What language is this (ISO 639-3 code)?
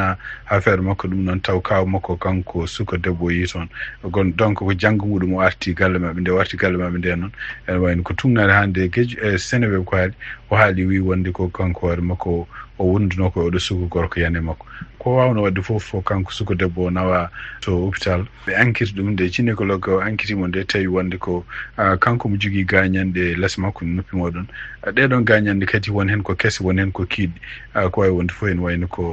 ful